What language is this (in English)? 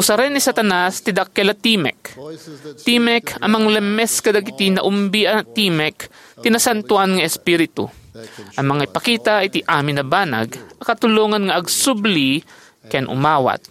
Iloko